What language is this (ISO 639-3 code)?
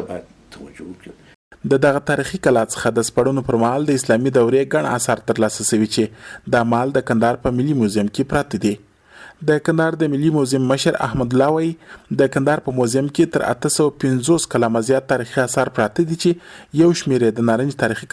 pus